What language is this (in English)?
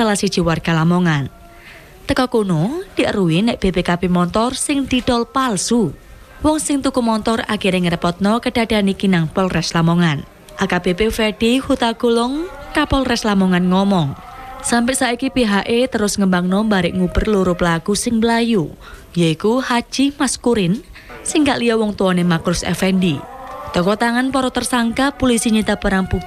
Javanese